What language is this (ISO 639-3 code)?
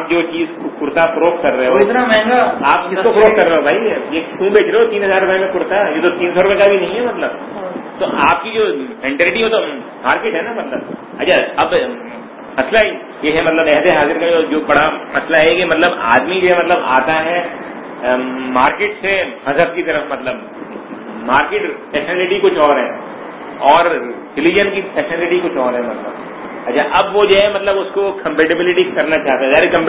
urd